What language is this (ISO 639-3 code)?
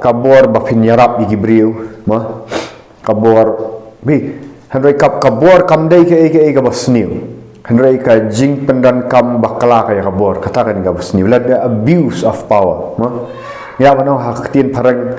kha